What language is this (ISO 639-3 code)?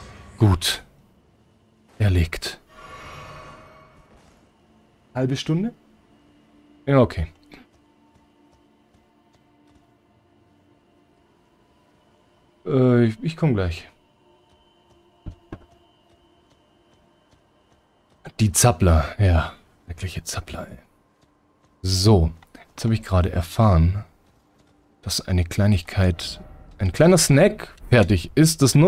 deu